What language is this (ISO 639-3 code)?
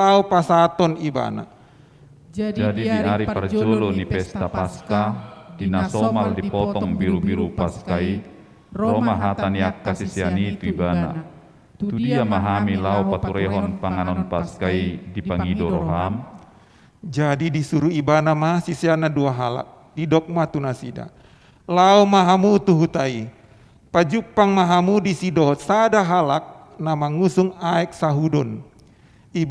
bbc